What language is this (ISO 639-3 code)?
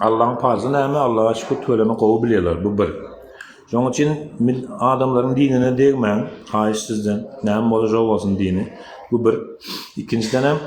tuk